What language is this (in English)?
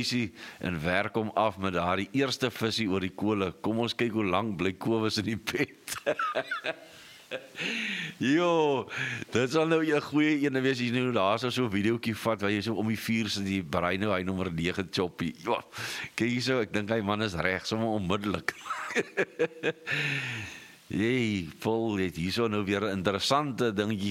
Afrikaans